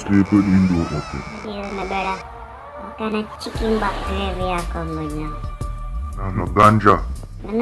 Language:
Jamaican Creole English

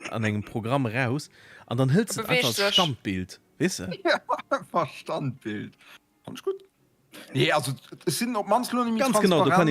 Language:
Luxembourgish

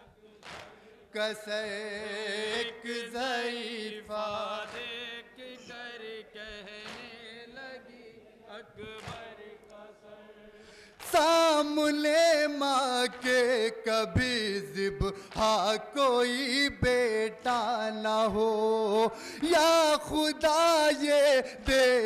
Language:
Urdu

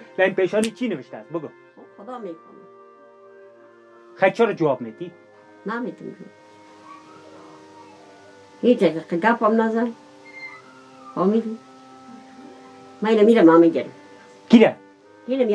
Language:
Persian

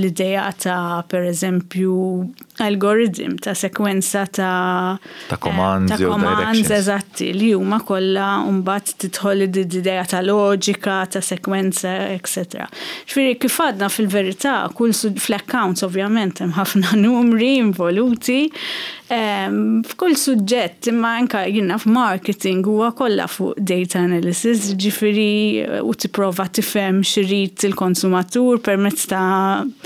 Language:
Maltese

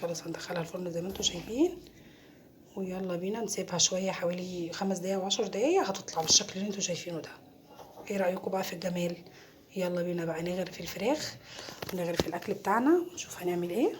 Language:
Egyptian Arabic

